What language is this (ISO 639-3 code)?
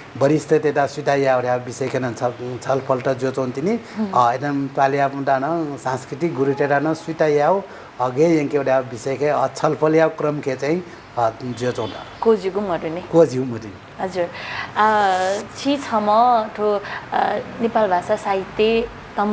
new